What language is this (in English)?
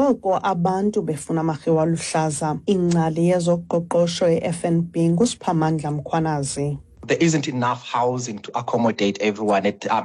Xhosa